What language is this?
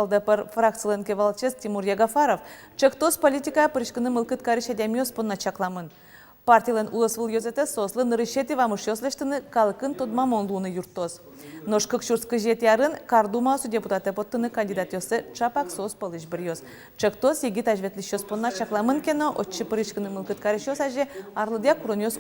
Udmurt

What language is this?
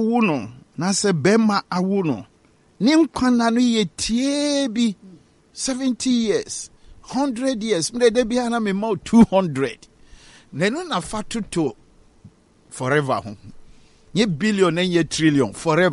Akan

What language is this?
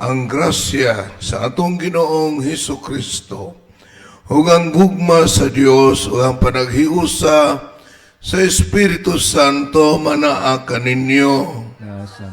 Cebuano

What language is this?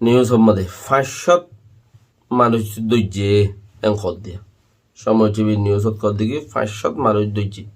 Rohingya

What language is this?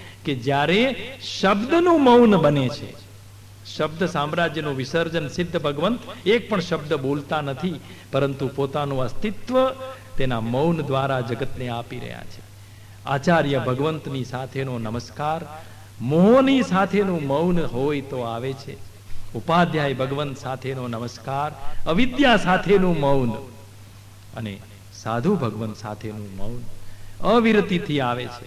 Gujarati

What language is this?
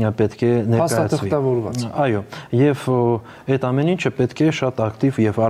Armenian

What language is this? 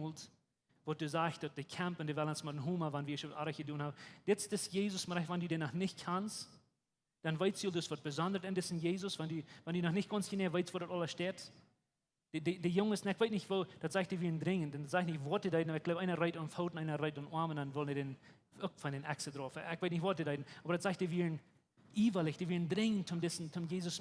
Plautdietsch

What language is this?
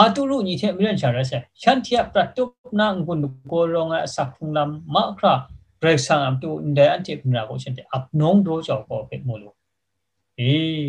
Kachin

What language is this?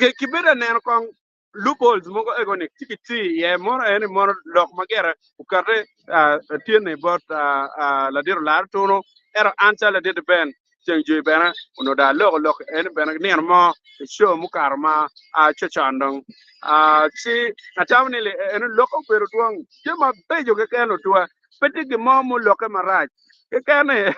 Acoli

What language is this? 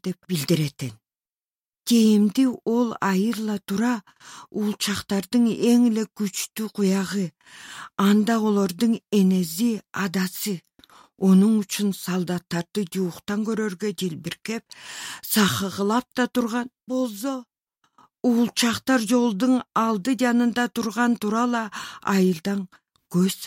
Southern Altai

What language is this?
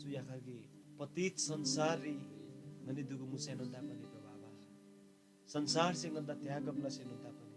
Eastern Tamang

